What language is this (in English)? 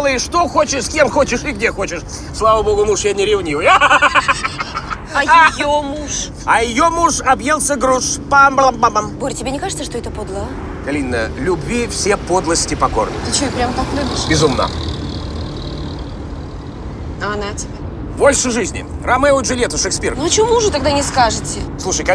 Russian